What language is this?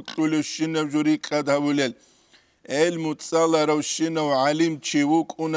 Avaric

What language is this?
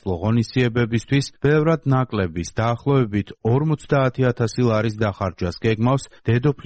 Georgian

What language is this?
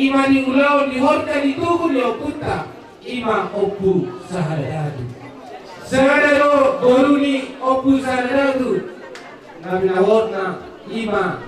Batak Toba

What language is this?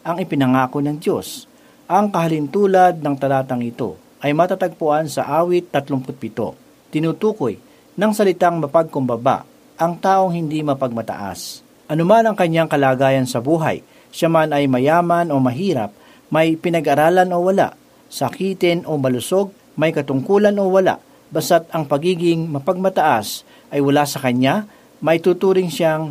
Filipino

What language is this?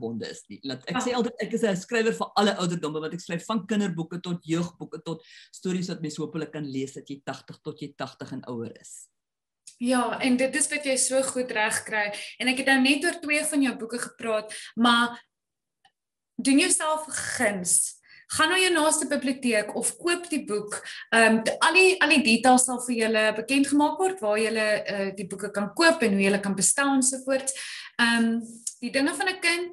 Afrikaans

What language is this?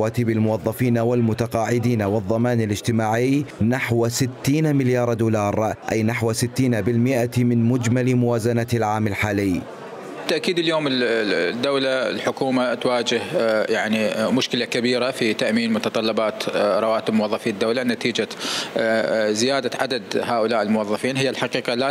Mesopotamian Arabic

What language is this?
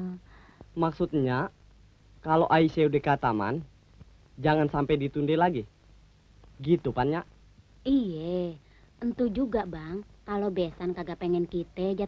Betawi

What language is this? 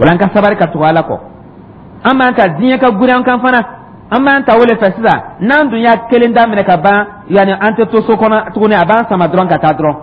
Dyula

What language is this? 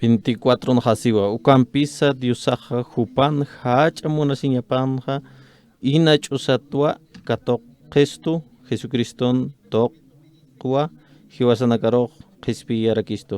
Aymara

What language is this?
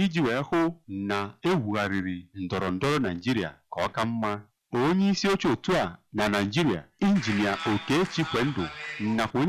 Igbo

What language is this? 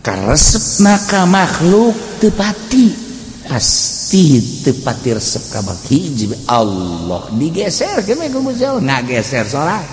Sundanese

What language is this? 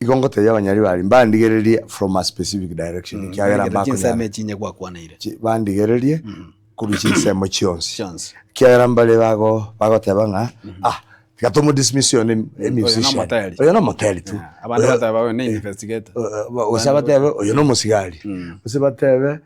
Gusii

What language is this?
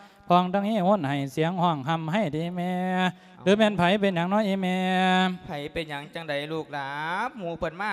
Lao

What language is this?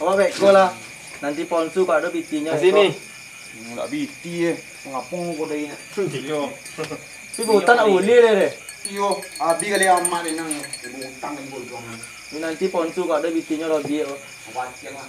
Minangkabau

